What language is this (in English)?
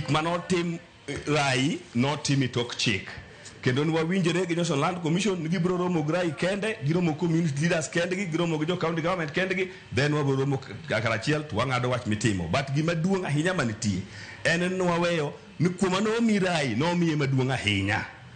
Luo (Kenya and Tanzania)